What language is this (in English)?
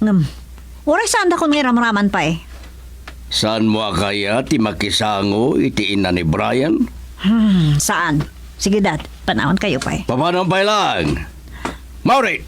Iloko